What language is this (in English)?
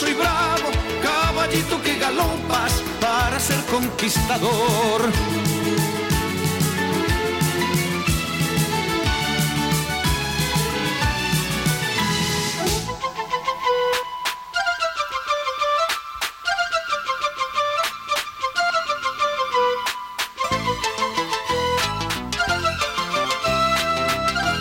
Basque